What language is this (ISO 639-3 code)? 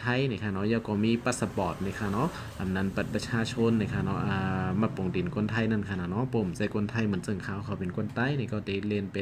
shn